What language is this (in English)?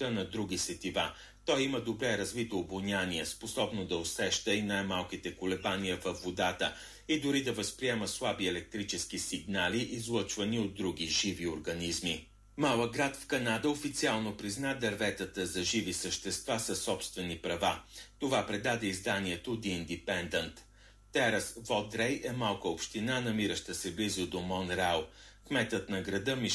Bulgarian